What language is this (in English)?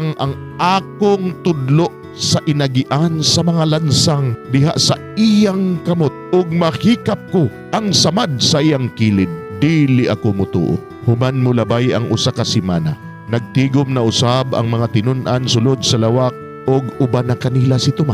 Cebuano